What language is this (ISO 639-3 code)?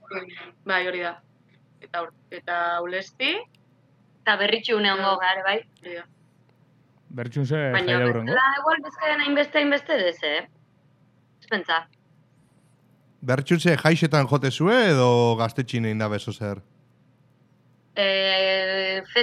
eus